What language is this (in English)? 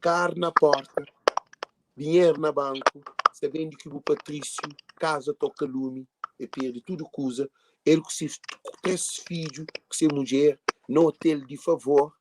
Kabuverdianu